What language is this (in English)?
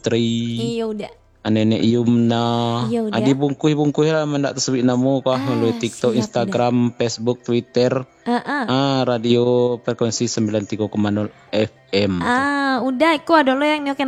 Minangkabau